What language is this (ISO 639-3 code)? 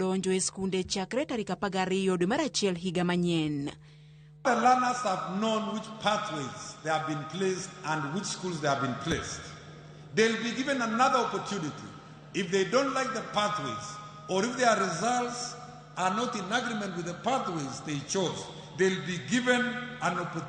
luo